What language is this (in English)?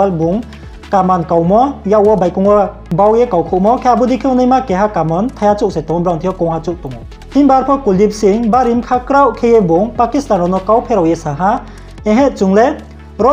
Riang (India)